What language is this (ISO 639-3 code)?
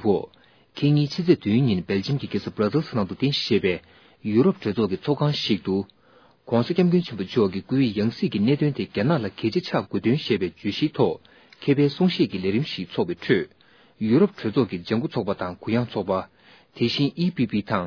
bod